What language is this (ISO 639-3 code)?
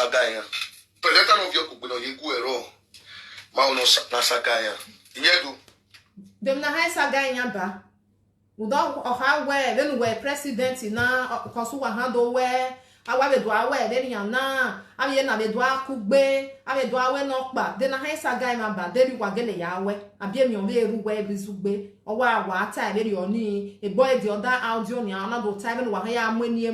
pcm